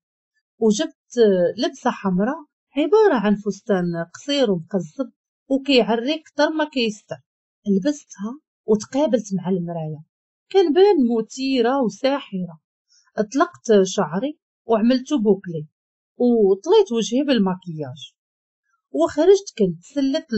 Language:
Moroccan Arabic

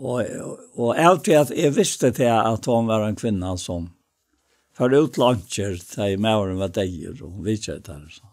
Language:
Faroese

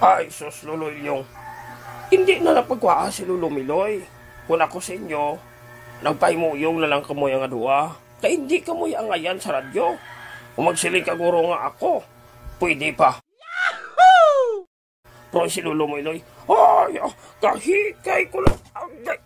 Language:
Hiligaynon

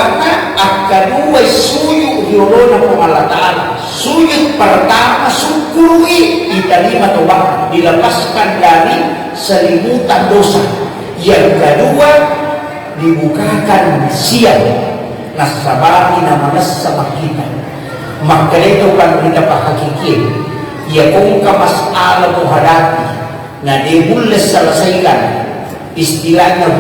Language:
Buginese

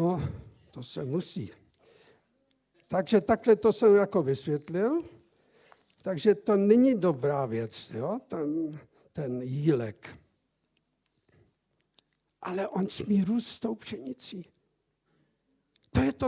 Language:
Czech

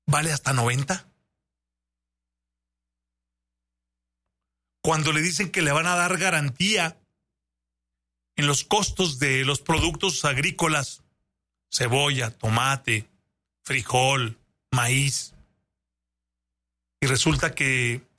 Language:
Spanish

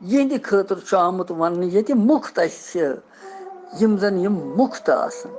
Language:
Kashmiri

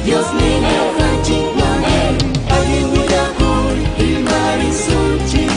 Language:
Ayacucho Quechua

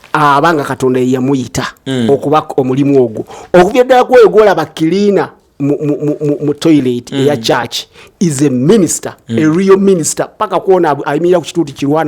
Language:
Ganda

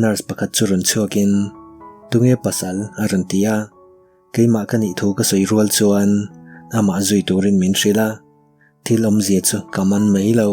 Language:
Mizo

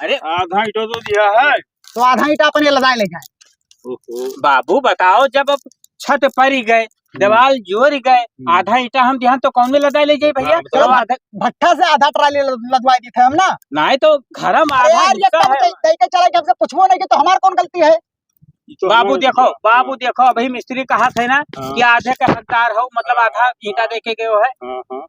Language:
Awadhi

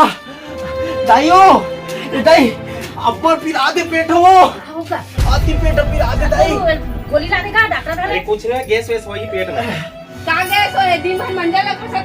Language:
Chhattisgarhi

